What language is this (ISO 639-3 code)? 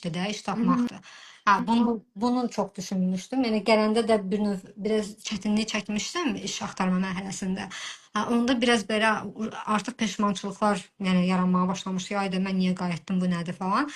aze